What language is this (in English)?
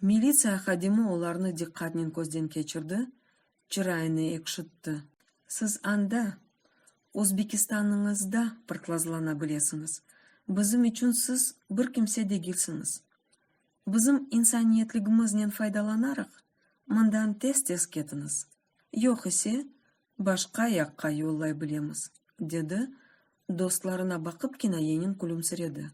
Crimean Tatar